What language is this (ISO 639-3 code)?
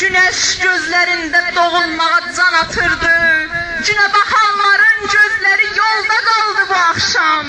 azb